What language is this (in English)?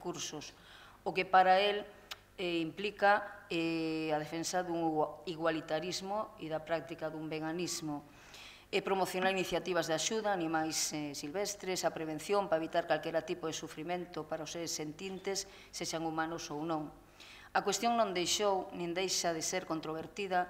Galician